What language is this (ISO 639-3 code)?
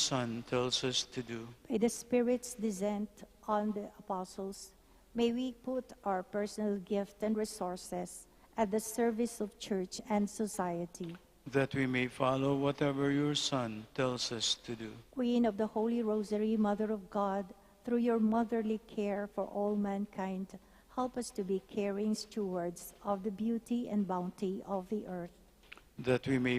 pam